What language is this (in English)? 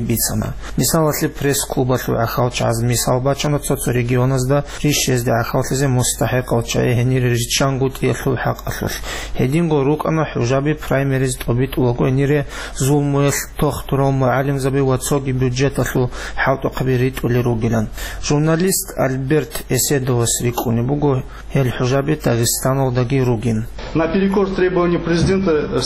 Avaric